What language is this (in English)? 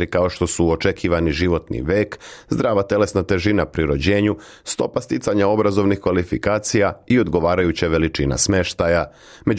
Serbian